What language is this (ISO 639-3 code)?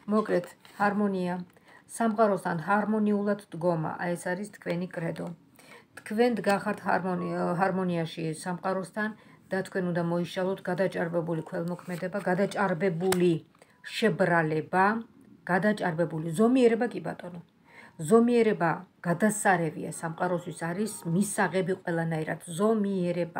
kat